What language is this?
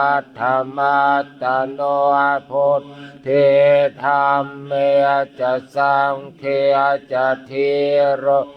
Pali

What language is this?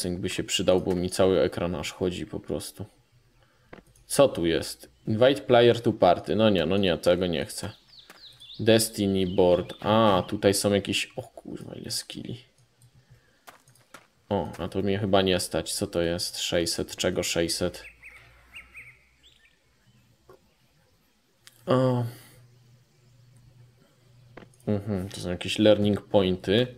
Polish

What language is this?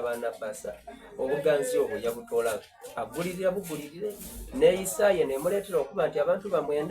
Soga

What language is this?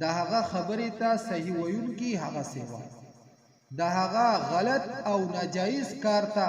Pashto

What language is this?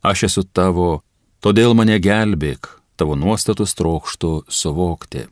Lithuanian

